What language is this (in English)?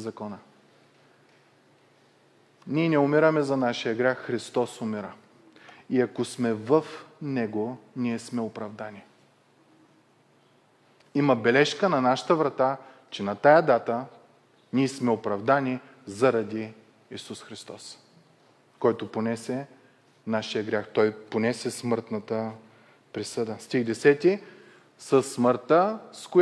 Bulgarian